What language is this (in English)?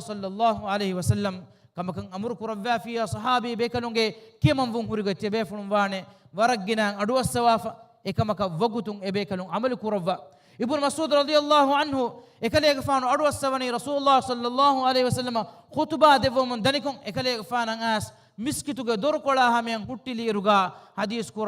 Divehi